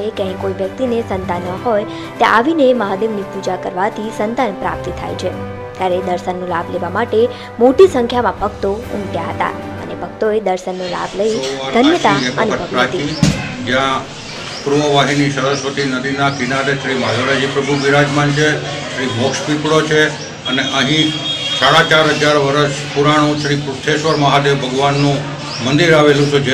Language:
Gujarati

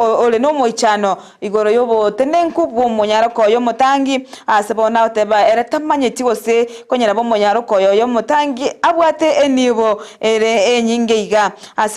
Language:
Gusii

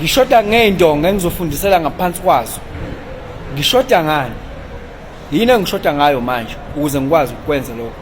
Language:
Zulu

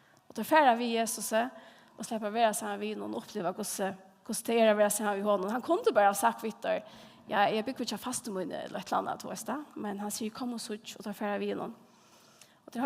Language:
Faroese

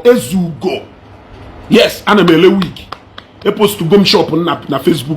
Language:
Igbo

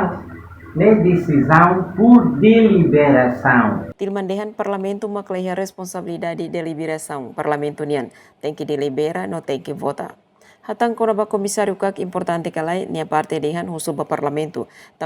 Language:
Tetum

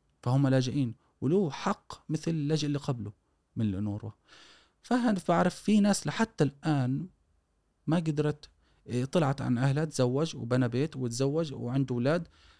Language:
Gulf Arabic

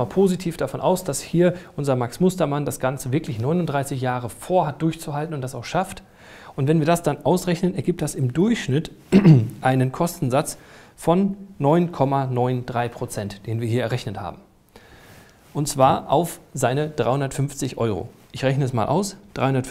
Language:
German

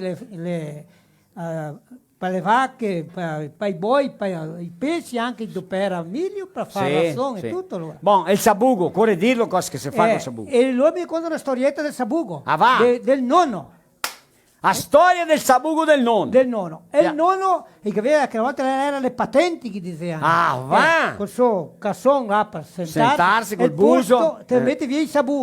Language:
Venetian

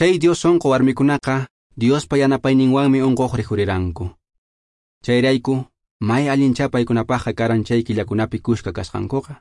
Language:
Quechua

